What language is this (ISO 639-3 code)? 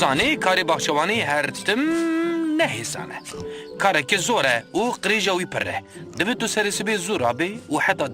kur